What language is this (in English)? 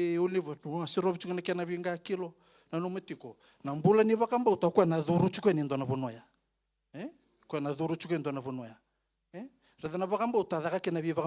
Fijian